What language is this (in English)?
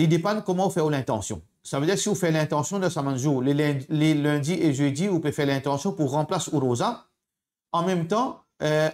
Morisyen